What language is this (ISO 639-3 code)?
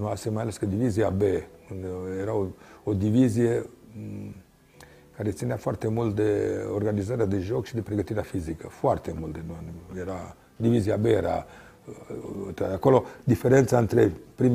ron